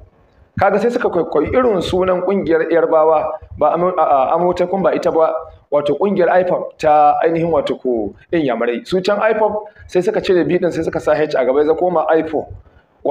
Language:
Hausa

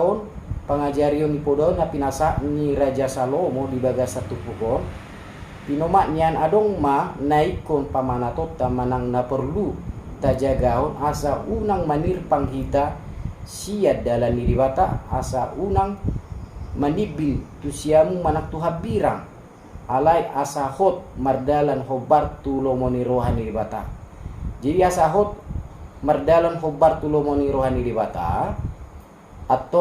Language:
Batak Toba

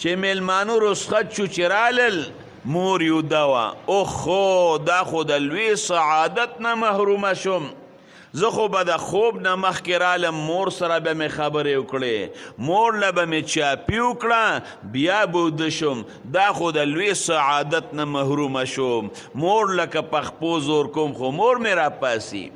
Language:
Pashto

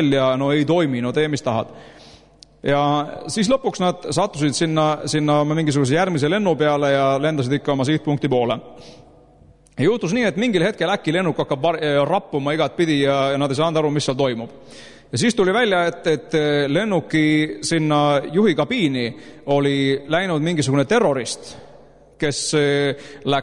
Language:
Estonian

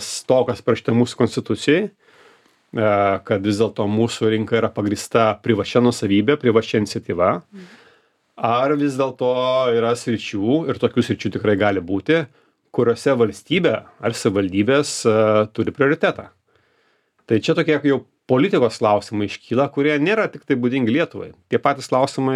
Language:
Lithuanian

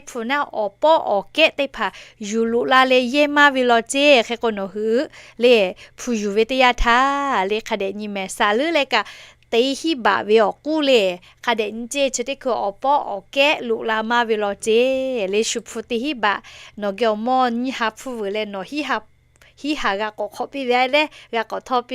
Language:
Lahu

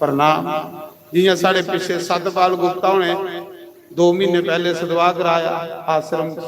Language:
Dogri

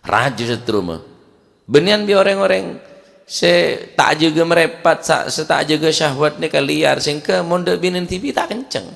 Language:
Madurese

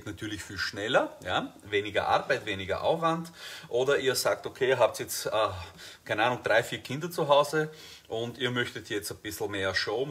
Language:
German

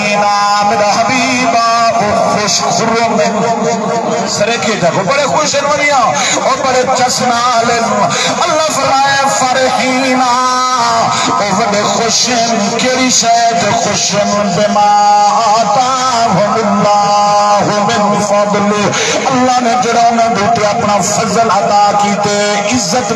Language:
Saraiki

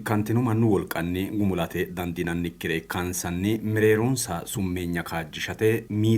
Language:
Sidamo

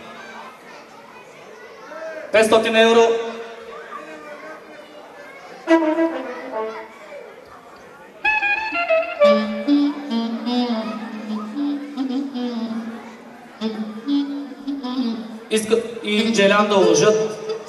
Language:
Bulgarian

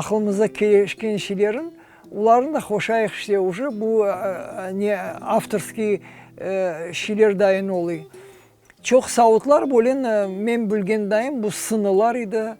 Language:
Crimean Tatar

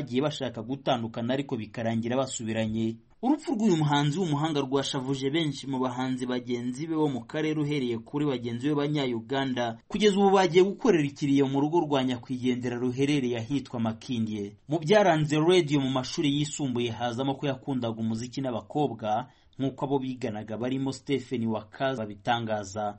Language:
Kinyarwanda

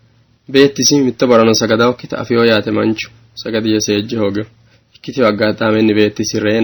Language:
Sidamo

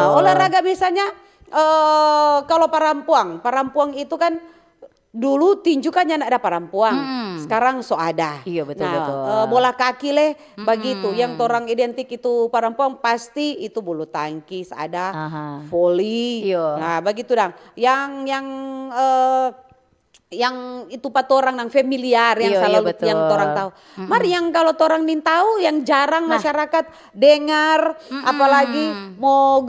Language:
Manado Malay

